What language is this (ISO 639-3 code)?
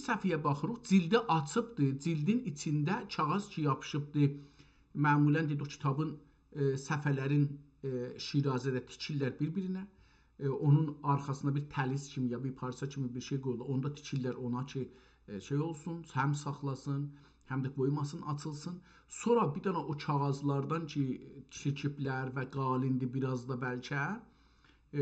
azb